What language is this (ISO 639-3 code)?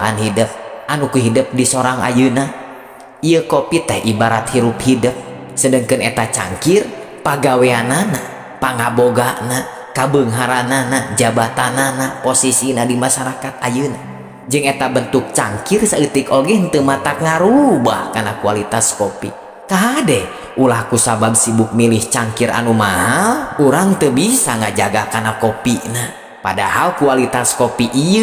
sun